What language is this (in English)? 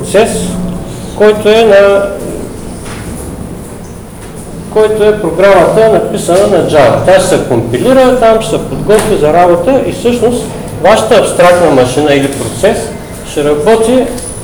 Bulgarian